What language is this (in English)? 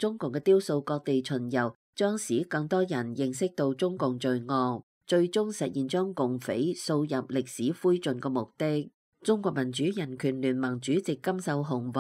Cantonese